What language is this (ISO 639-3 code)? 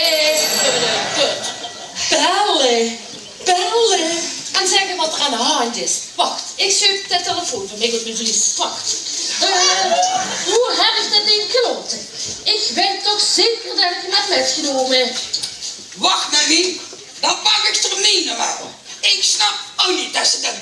lim